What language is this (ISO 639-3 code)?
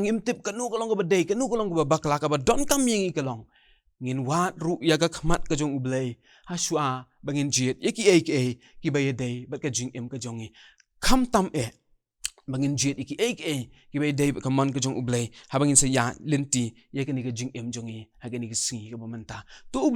kha